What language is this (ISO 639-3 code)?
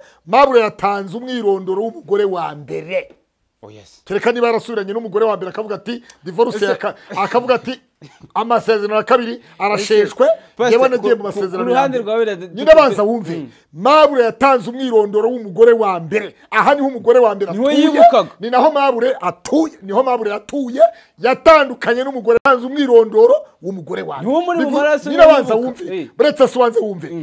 kin